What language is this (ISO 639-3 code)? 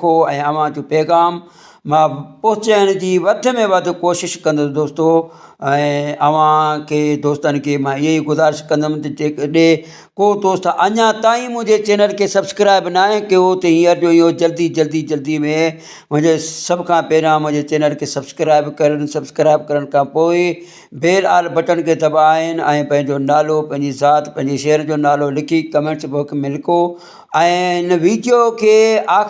snd